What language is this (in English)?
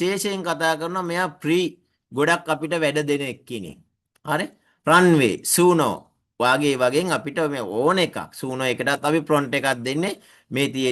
Sinhala